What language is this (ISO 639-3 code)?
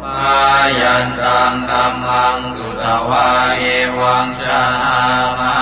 pli